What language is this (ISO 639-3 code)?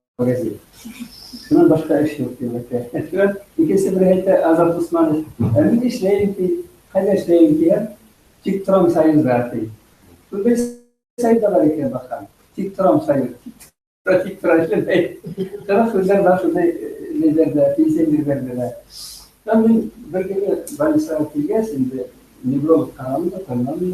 bak